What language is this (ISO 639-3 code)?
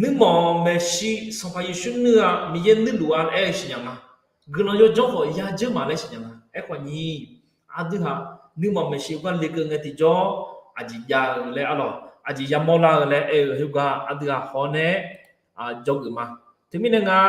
ahk